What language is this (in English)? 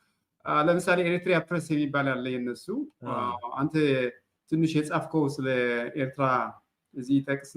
Amharic